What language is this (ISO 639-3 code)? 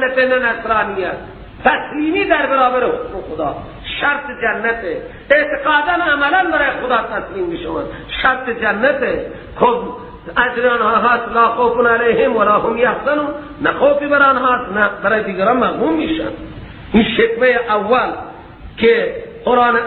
fas